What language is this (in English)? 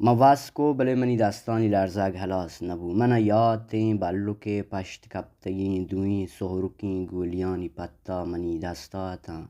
Baluchi